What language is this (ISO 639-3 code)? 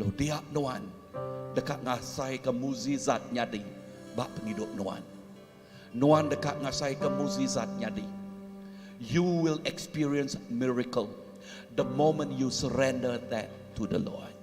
iba